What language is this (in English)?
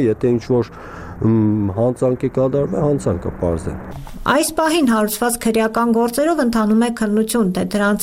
Armenian